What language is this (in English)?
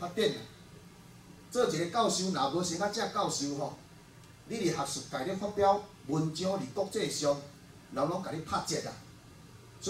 Min Nan Chinese